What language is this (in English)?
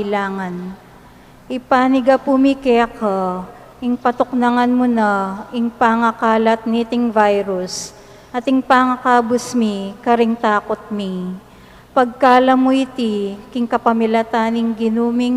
Pampanga